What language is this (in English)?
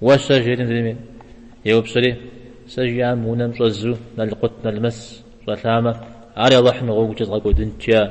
Kabardian